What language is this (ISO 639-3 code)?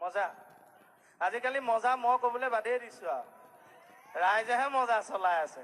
asm